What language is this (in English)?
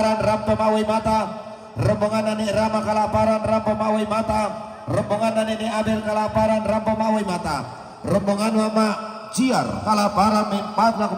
Toraja-Sa'dan